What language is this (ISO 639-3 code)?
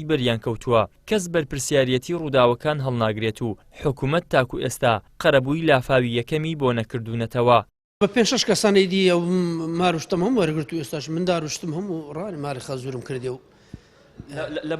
ckb